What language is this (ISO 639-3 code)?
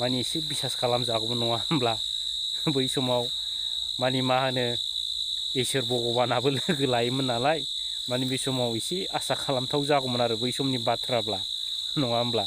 brx